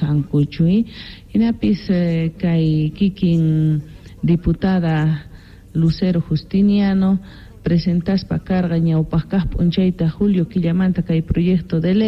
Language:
South Bolivian Quechua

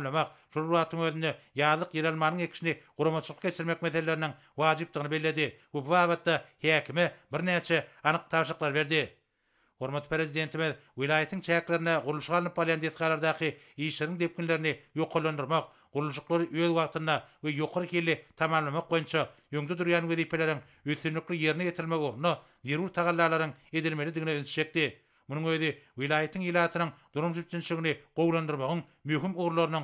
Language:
Turkmen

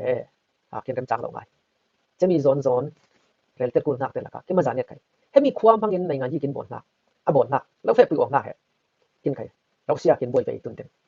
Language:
Falam Chin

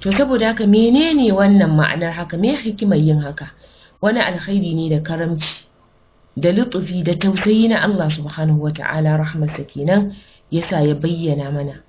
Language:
Hausa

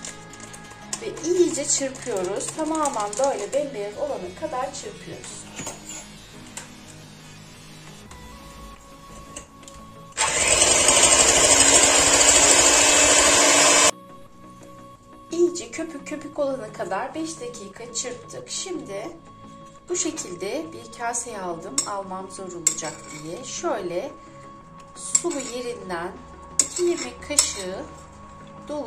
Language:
Turkish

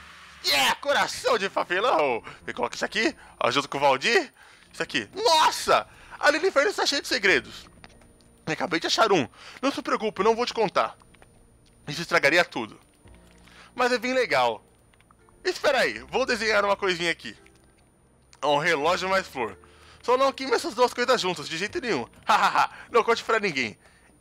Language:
Portuguese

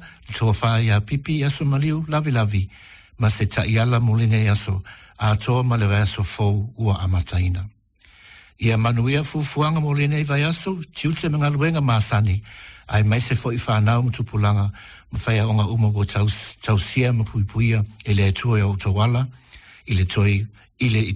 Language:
Samoan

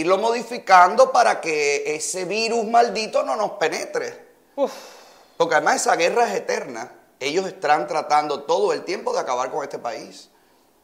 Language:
Spanish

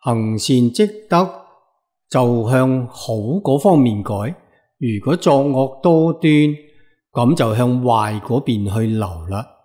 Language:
Cantonese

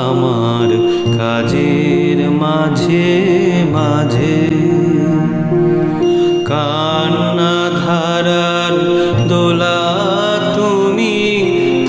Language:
Bangla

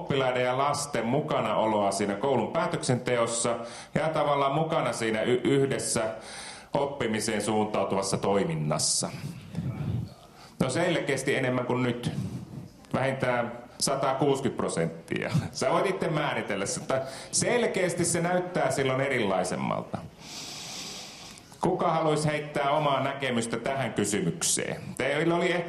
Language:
Finnish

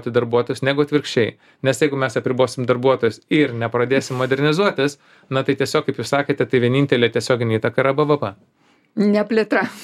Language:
Lithuanian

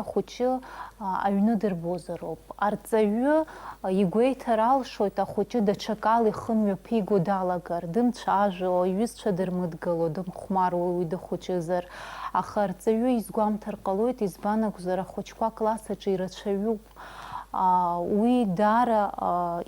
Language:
Abkhazian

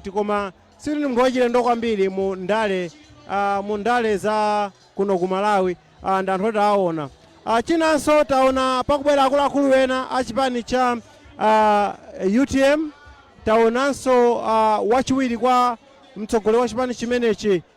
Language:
Nyanja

